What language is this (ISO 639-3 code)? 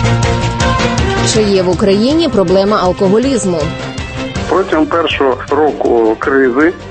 ukr